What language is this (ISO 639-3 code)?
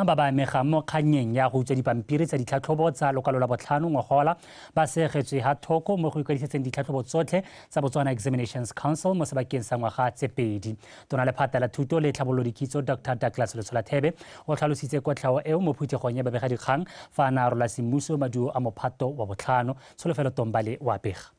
tsn